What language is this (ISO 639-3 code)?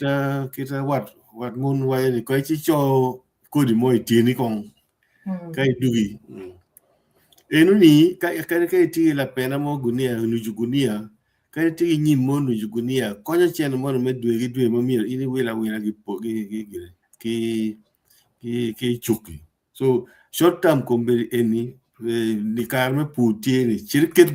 ach